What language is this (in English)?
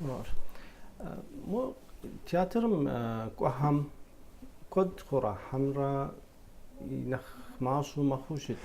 Kabardian